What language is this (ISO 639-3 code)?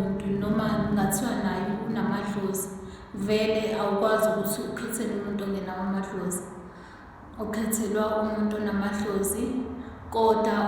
zul